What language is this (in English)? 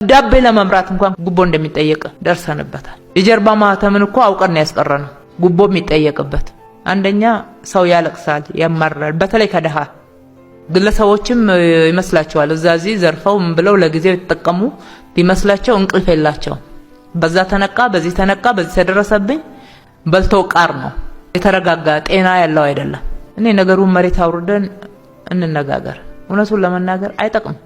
Amharic